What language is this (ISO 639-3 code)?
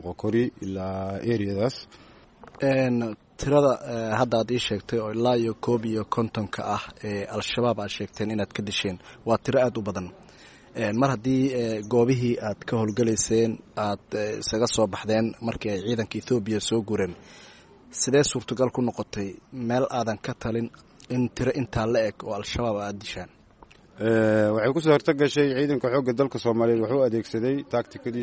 som